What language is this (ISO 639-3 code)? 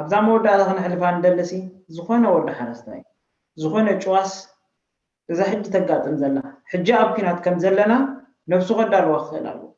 tir